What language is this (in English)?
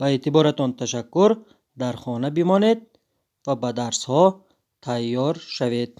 Tajik